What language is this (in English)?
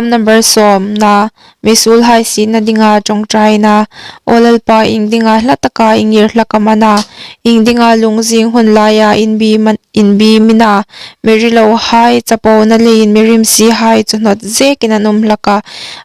Hmar